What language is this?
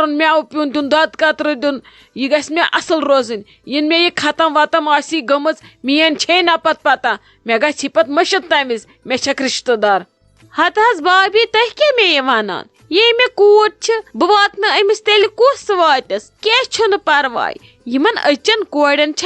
Kashmiri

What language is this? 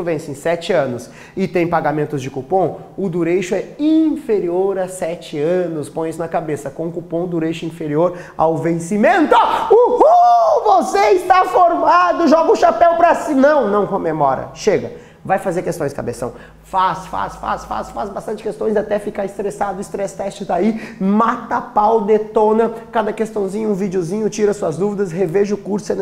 Portuguese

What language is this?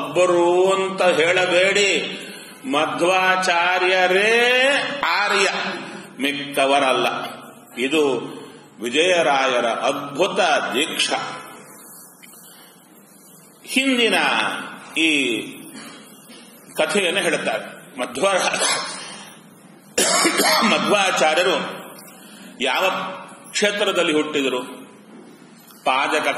Kannada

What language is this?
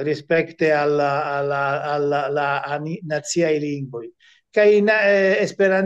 Esperanto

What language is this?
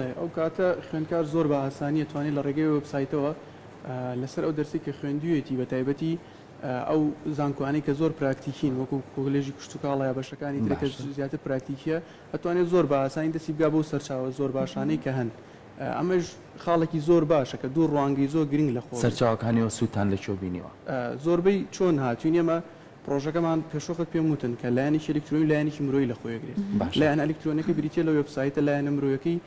Central Kurdish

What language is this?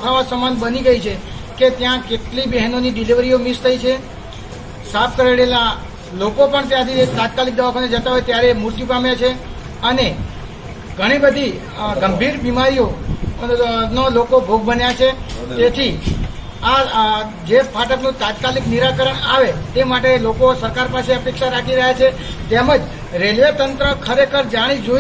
Gujarati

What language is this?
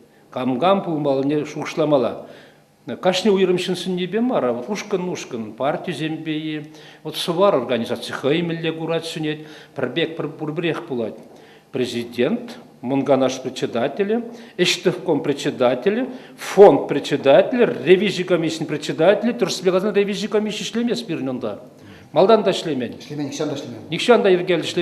Chuvash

